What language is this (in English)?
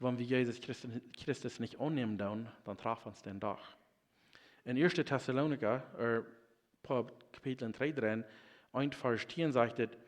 Plautdietsch